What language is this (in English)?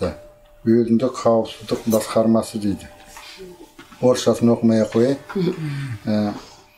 Kazakh